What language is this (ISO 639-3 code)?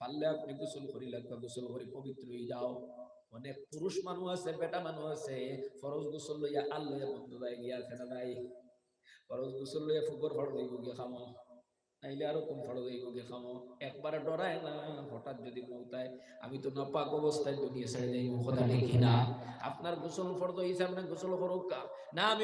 syl